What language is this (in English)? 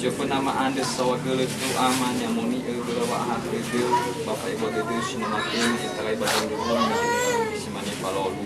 Nias